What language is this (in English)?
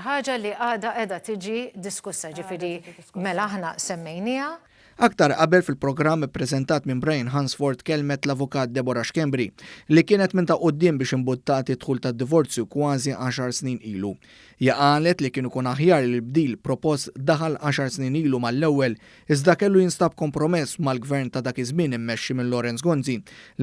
Maltese